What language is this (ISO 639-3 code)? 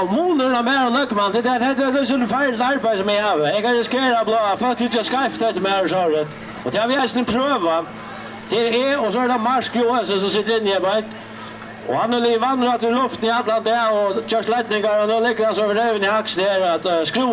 fao